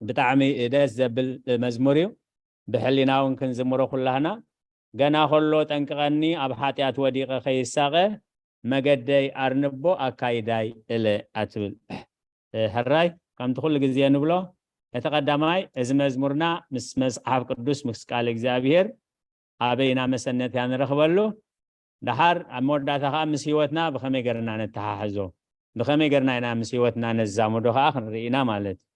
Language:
Tigrinya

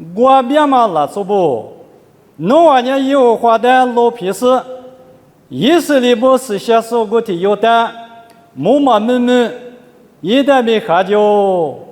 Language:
Lisu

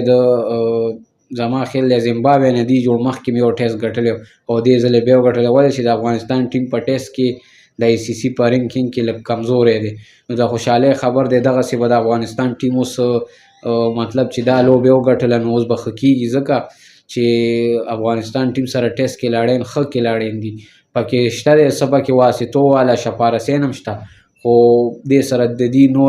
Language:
Pashto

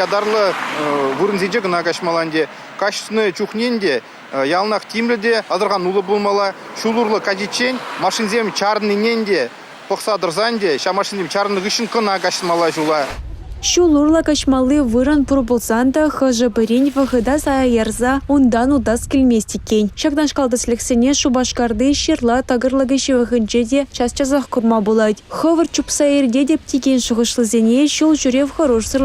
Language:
Chuvash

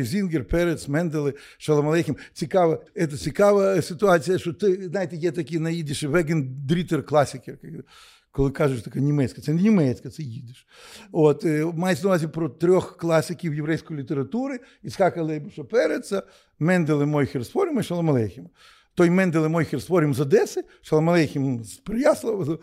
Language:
Ukrainian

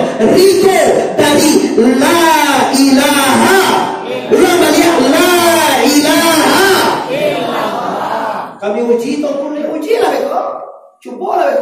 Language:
Minangkabau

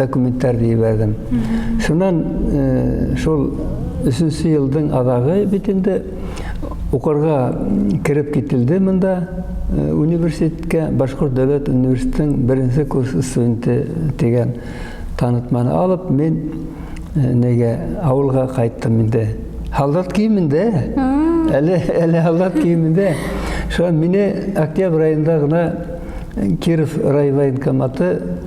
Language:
Bashkir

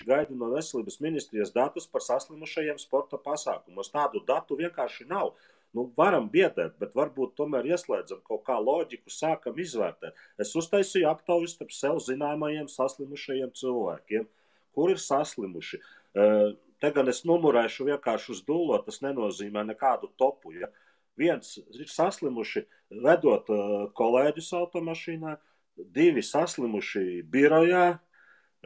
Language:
Latvian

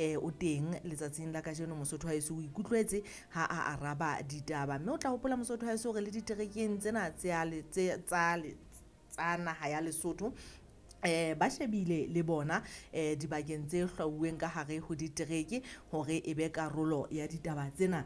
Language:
Southern Sotho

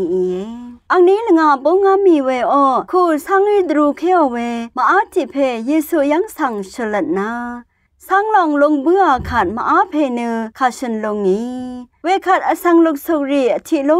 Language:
Rawang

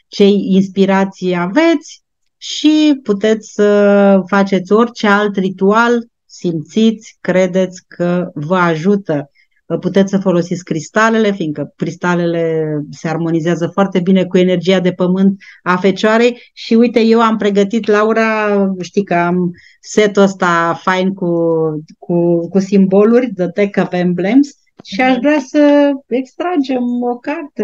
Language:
Romanian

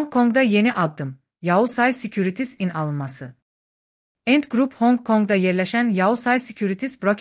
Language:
Azerbaijani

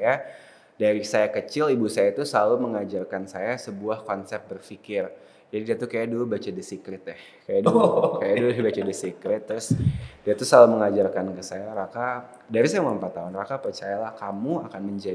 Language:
Indonesian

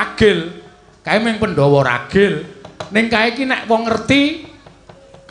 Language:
Javanese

